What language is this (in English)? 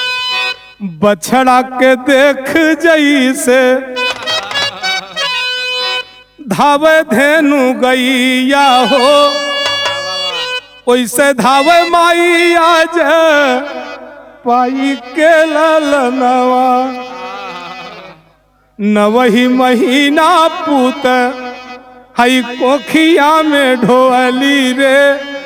Bhojpuri